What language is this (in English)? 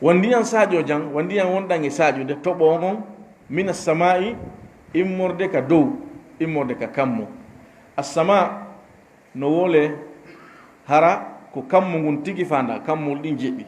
Fula